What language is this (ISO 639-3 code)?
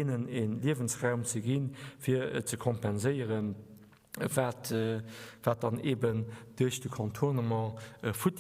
ltz